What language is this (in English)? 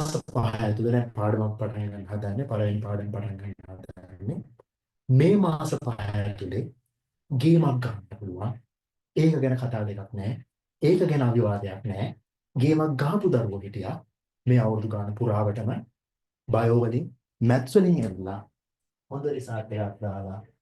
Sinhala